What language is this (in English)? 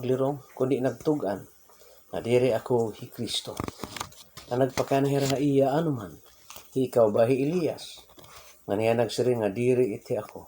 Waray